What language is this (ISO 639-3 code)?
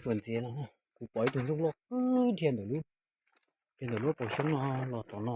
hmn